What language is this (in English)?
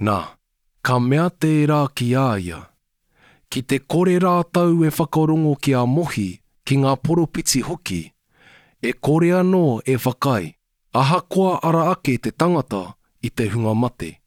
Māori